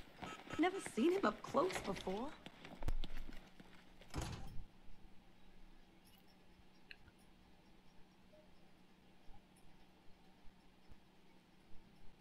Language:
English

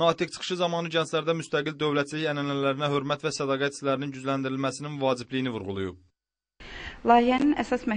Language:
Azerbaijani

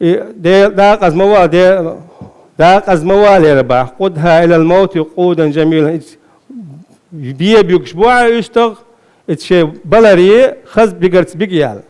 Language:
Chechen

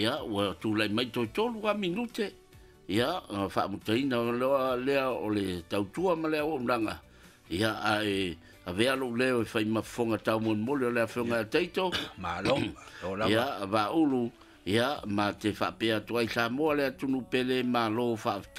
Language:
Samoan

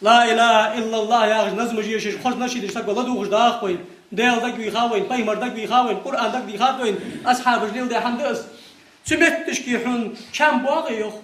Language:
Ingush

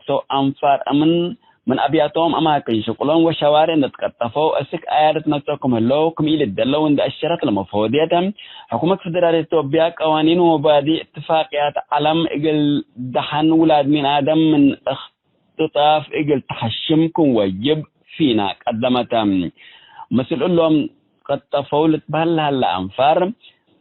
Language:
Tigre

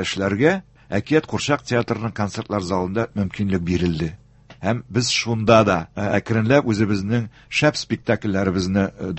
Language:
Tatar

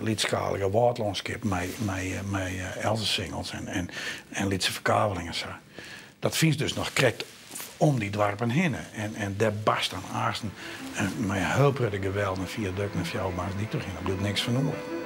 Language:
Western Frisian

